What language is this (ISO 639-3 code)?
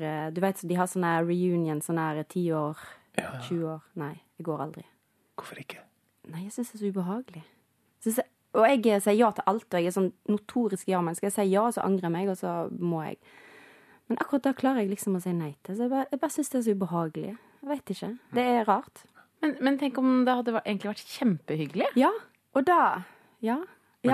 nor